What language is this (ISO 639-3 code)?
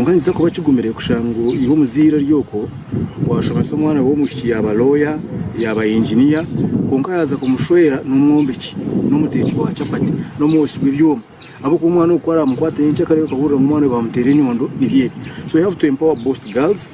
nyn